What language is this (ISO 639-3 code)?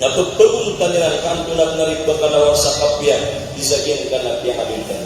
mrw